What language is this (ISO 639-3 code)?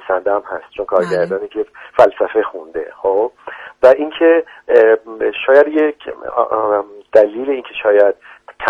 fas